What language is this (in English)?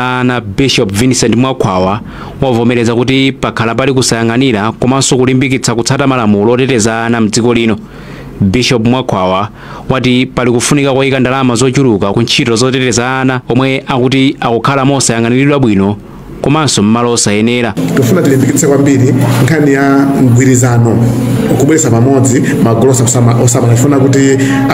Nyanja